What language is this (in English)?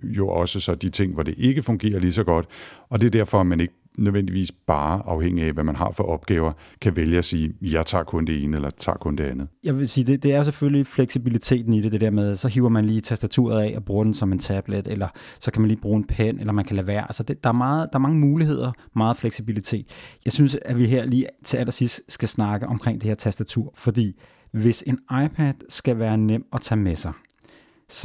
Danish